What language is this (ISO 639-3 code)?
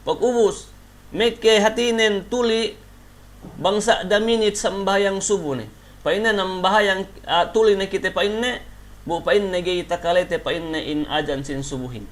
yka